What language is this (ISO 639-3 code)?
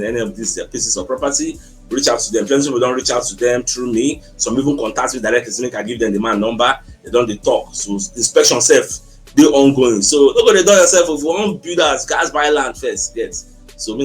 pcm